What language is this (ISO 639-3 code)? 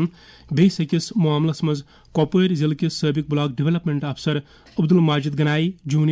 kas